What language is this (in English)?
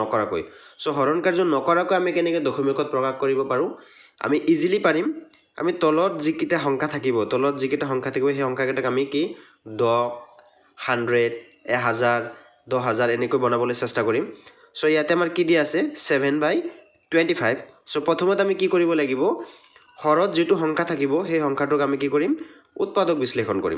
Assamese